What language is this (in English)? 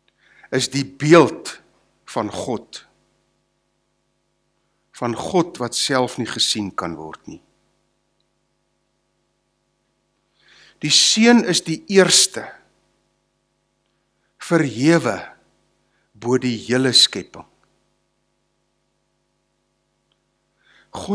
Afrikaans